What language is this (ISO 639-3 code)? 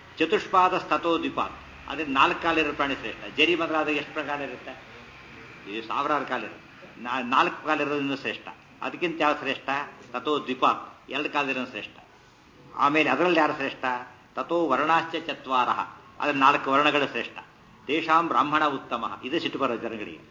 kan